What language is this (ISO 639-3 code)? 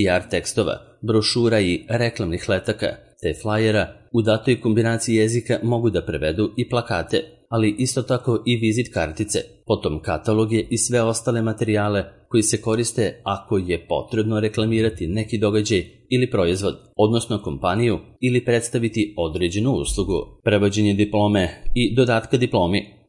srp